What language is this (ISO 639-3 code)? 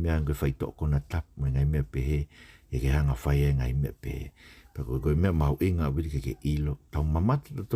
ton